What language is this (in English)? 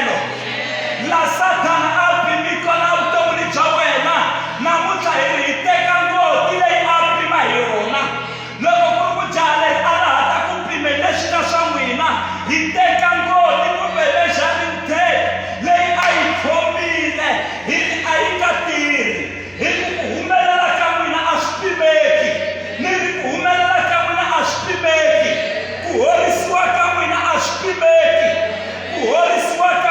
Tsonga